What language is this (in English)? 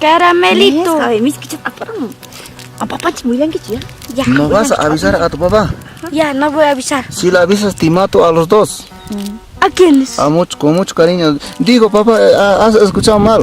Quechua